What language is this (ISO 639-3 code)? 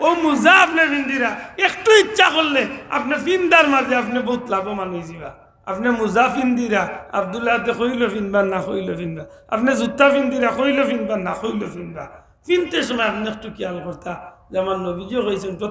syl